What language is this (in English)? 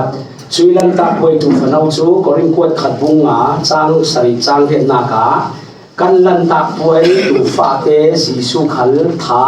Falam Chin